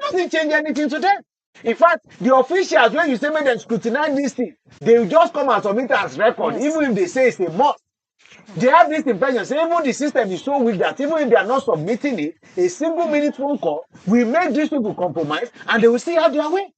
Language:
Nigerian Pidgin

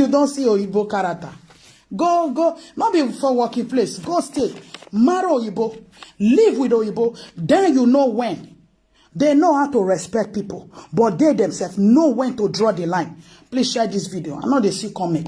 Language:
Nigerian Pidgin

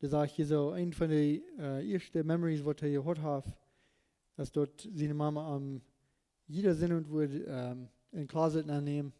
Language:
Plautdietsch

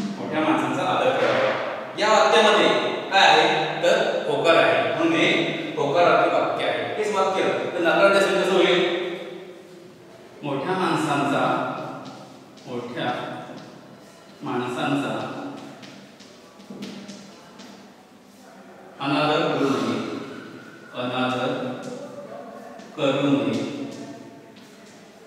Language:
Marathi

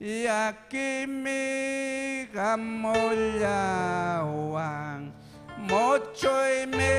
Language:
Ayacucho Quechua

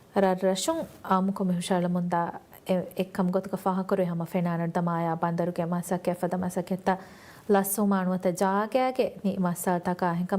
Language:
Divehi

